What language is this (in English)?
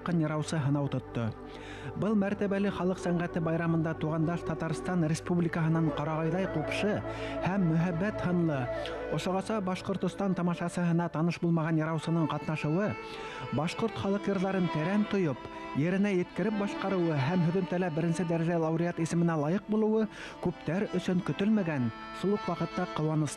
Bashkir